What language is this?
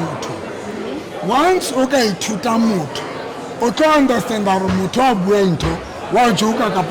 Southern Sotho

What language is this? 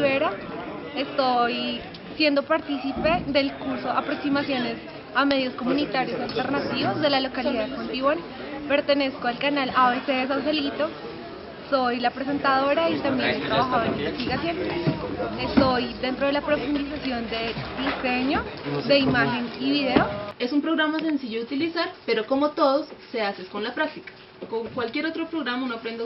Spanish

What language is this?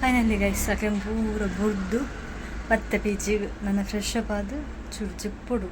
Tulu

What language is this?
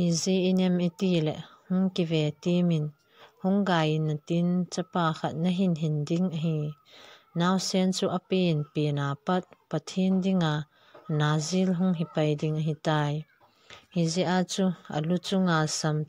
Thado Chin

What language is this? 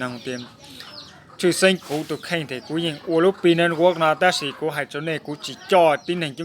Hmong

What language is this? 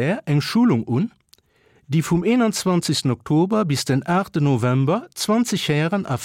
Luxembourgish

